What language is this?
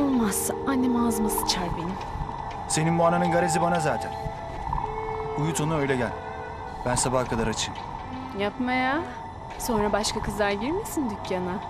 Turkish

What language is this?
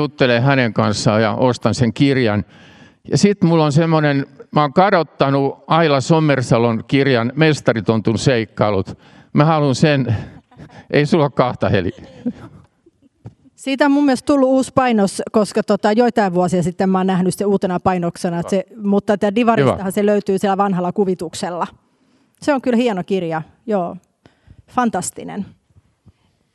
Finnish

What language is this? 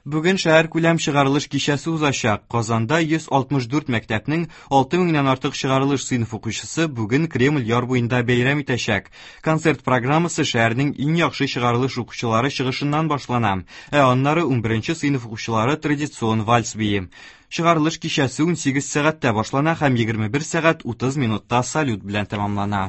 Tatar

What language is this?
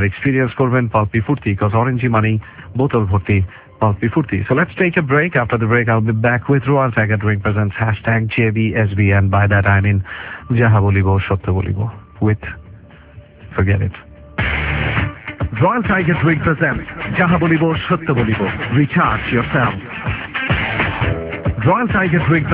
Bangla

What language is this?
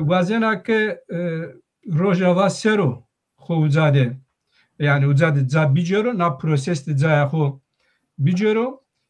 Zaza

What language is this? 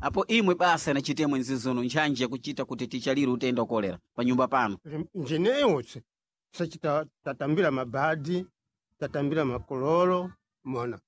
Sena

